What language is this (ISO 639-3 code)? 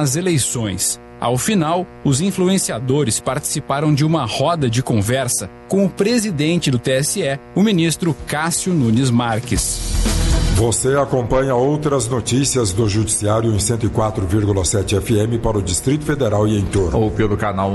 por